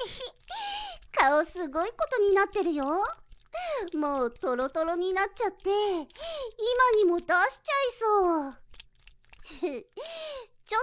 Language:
Japanese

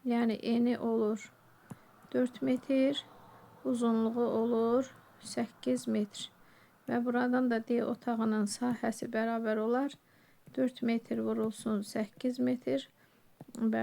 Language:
Azerbaijani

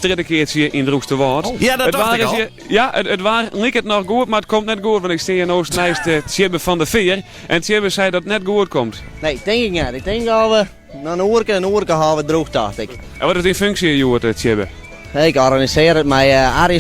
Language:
Western Frisian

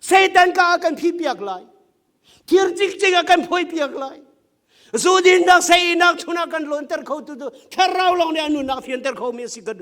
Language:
Hakha Chin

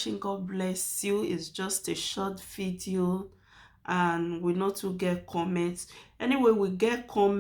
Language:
Nigerian Pidgin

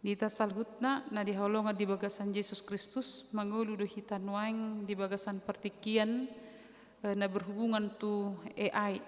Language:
Batak Toba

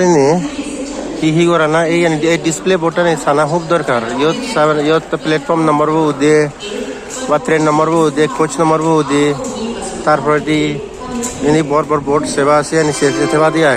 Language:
Chakma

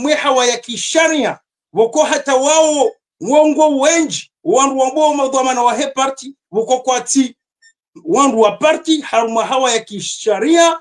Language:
Swahili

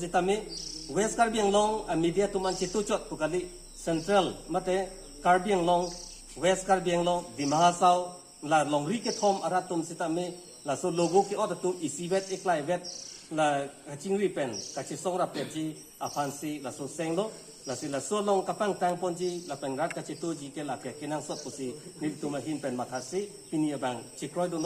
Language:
Karbi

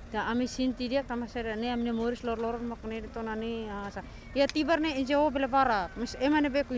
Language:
Tetum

